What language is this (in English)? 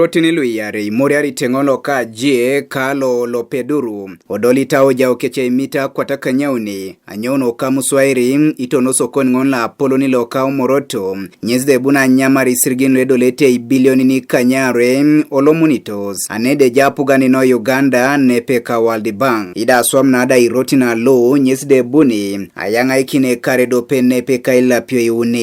Teso